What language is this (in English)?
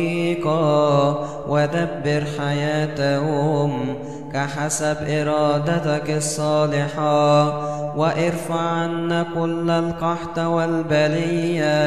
Arabic